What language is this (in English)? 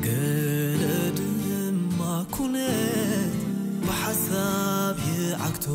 Tigrinya